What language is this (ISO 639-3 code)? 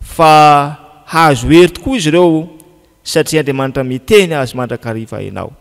mlg